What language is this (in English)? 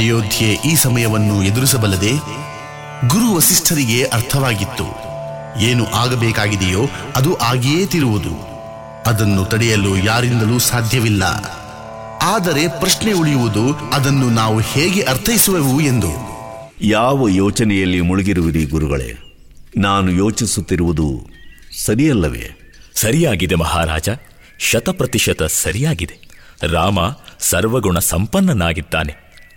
Kannada